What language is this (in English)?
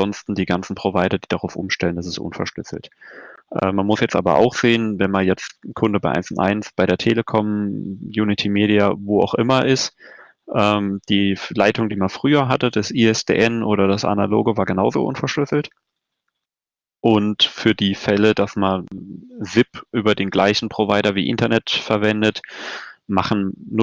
German